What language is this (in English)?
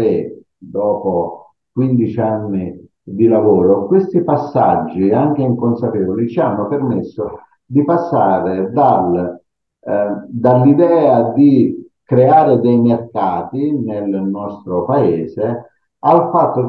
Italian